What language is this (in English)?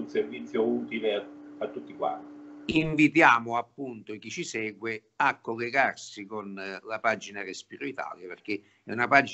Italian